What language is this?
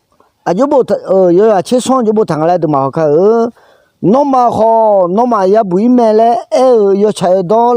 Akha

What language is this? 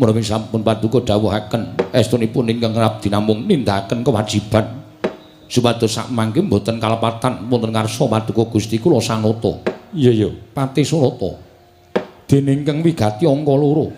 Javanese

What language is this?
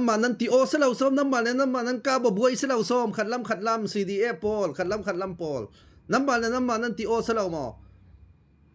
Falam Chin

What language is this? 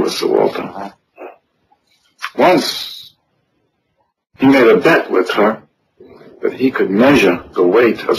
Croatian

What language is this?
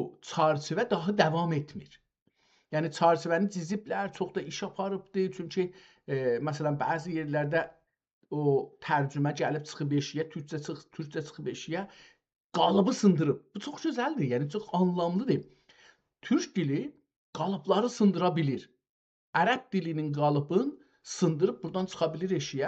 South Azerbaijani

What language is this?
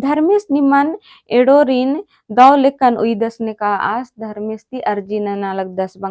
Kurukh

